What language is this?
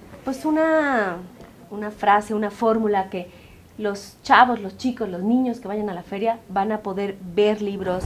Spanish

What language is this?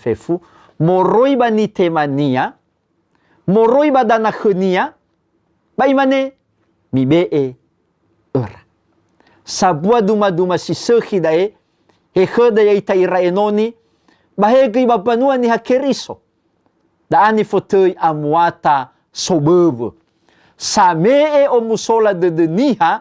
Nias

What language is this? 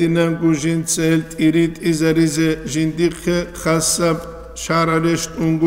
Avaric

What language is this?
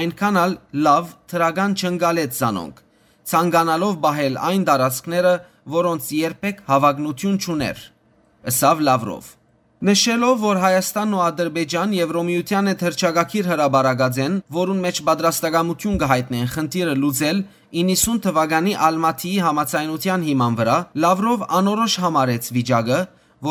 Western Armenian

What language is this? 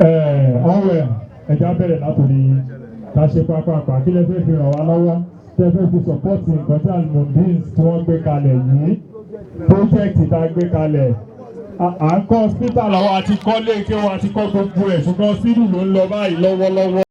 Yoruba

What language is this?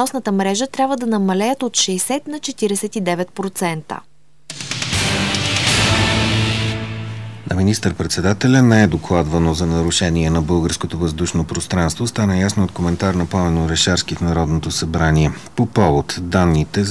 Bulgarian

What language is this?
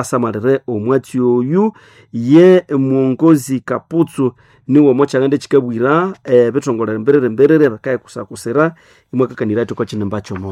Nande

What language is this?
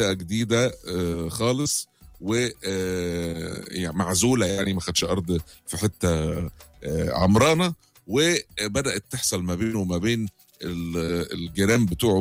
Egyptian Arabic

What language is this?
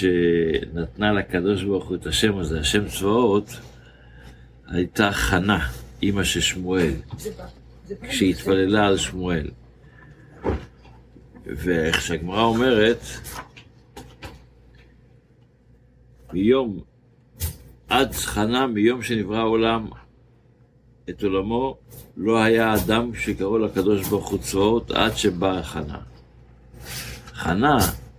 Hebrew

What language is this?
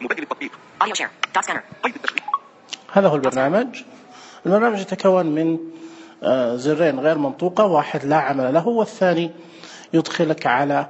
Najdi Arabic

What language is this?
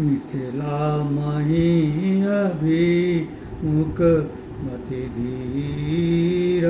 Maithili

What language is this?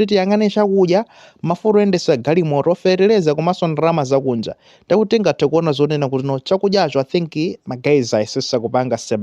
Nyanja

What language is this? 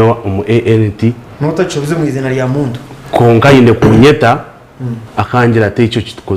Nyankole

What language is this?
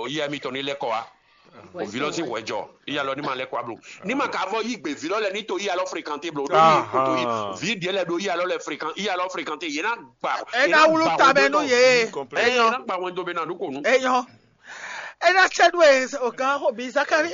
Fon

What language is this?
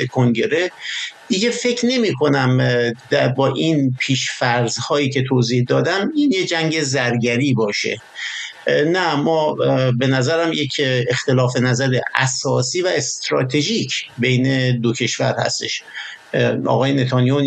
Persian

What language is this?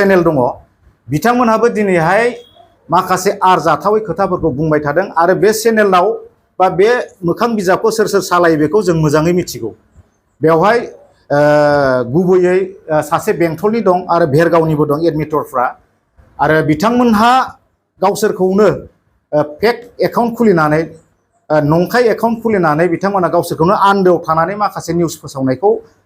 Bodo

